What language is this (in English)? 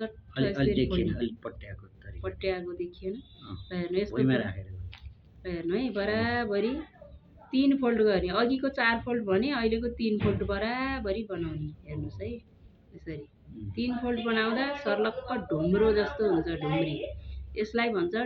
Nepali